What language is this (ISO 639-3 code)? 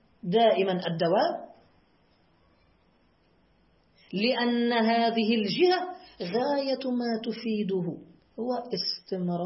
ara